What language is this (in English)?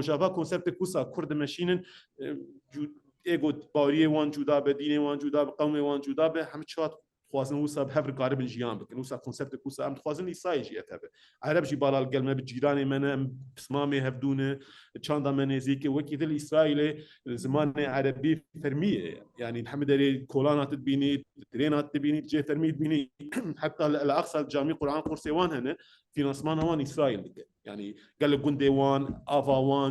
Kurdish